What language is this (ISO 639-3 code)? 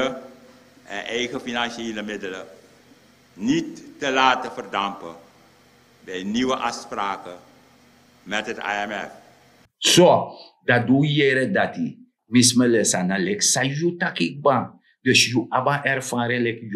srn